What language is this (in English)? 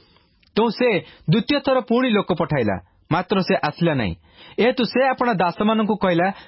Odia